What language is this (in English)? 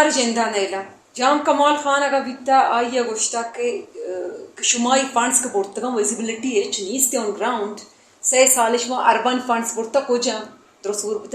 Brahui